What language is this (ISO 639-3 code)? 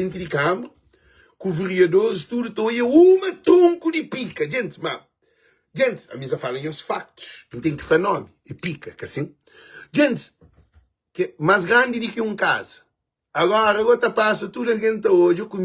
kea